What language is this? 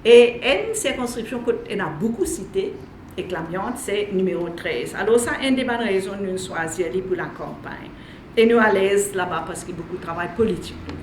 Morisyen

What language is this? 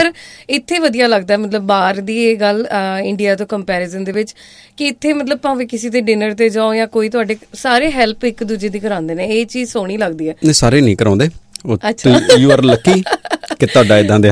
Punjabi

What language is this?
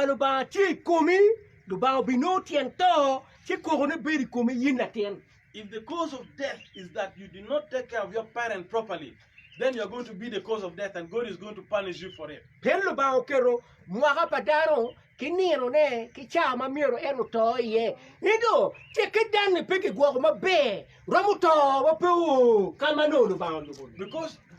Acoli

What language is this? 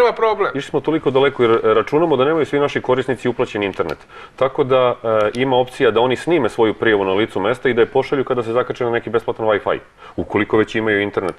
Serbian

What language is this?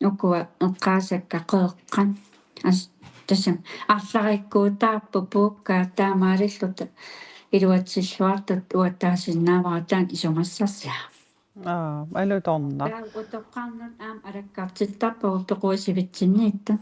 Kalaallisut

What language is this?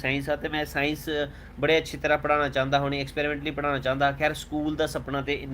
Dogri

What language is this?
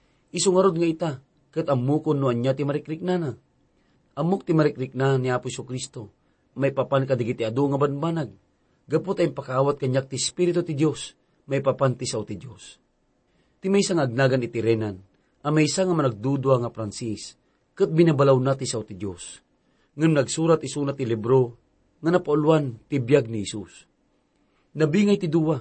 Iloko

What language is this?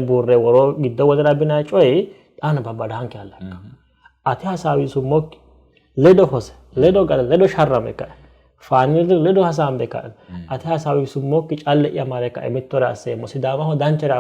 Sidamo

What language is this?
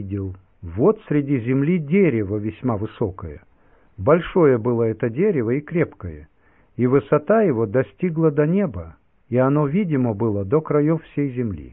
Russian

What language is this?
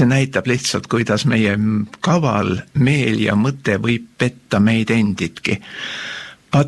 Estonian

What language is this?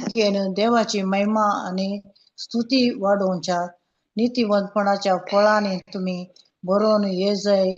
Konkani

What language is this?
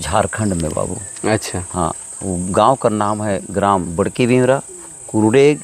Sadri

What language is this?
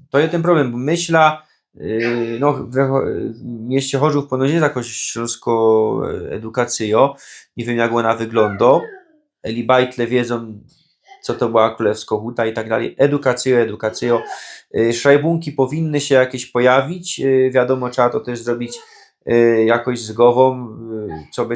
Silesian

